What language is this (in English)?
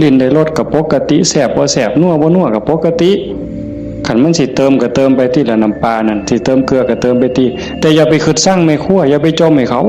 Northeastern Thai